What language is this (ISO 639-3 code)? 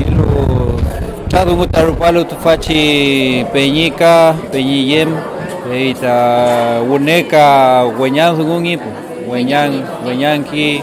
arn